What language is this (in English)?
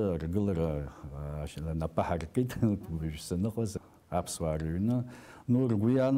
Abkhazian